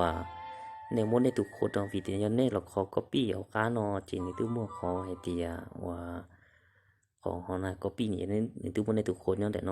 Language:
Hmong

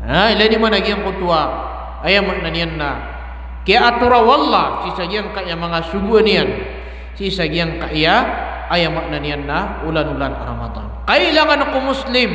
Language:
Maranao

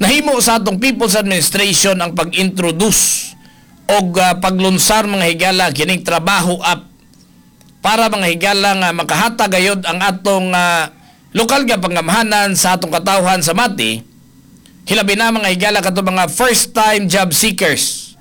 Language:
Cebuano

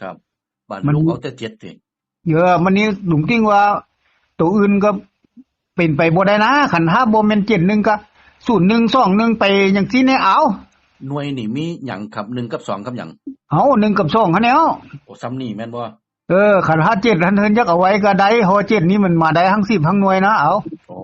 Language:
Northeastern Thai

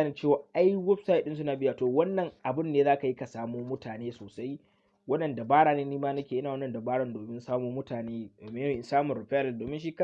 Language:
Hausa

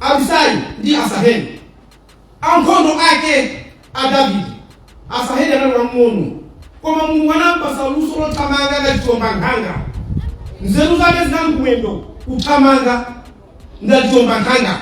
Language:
Nyanja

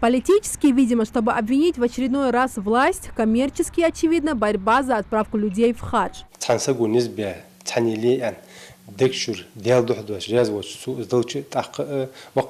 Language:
Ingush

